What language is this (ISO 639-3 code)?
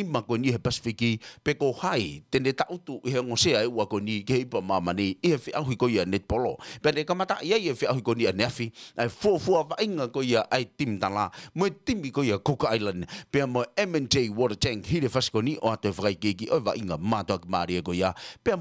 ton